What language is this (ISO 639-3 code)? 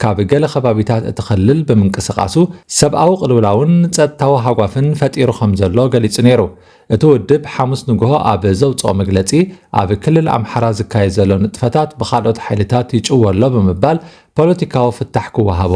tir